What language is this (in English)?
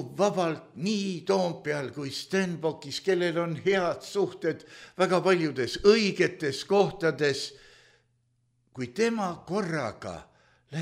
Estonian